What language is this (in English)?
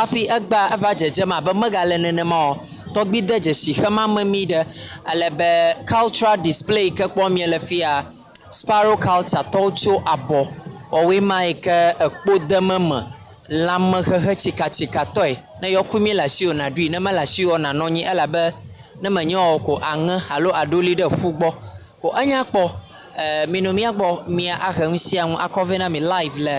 Ewe